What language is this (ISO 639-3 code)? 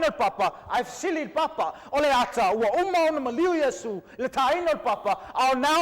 smo